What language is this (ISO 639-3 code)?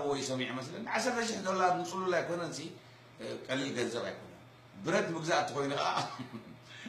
tir